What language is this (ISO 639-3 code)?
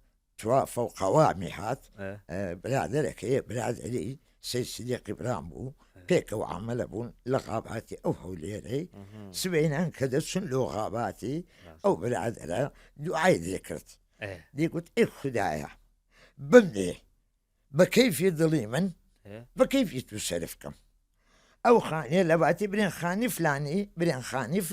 ckb